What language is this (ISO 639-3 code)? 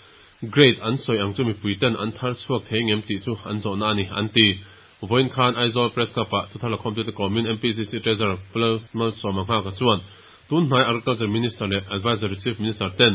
lus